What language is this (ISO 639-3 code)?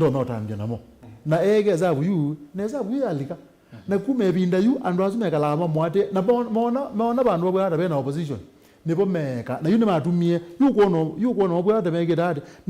kam